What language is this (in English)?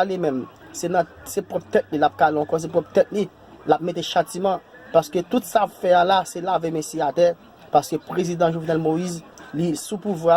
Haitian Creole